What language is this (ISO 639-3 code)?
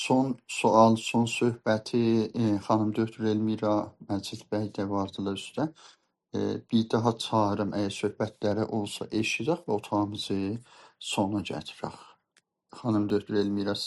azb